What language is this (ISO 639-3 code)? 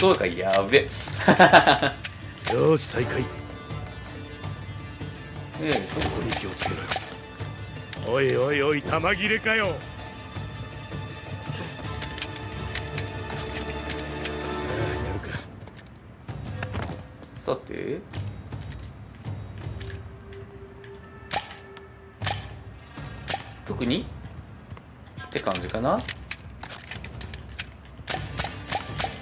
jpn